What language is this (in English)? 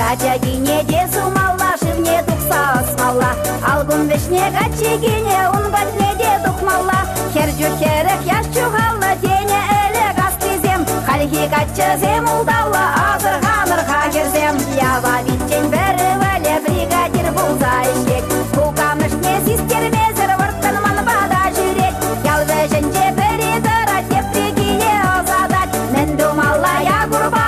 Chuvash